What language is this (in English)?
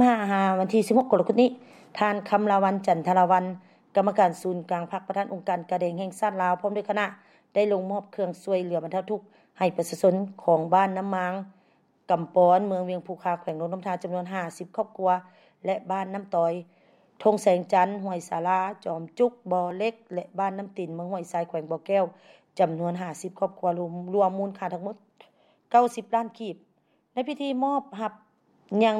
Lao